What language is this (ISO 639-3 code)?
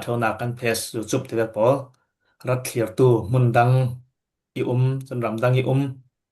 cfm